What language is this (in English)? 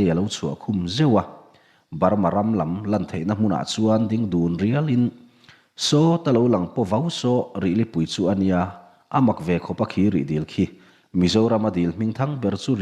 Mizo